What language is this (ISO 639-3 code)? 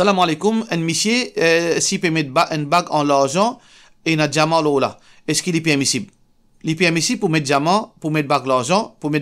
mfe